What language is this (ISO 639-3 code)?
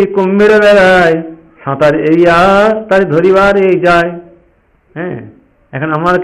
ben